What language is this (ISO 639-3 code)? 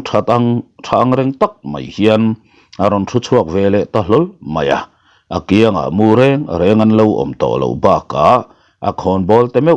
lus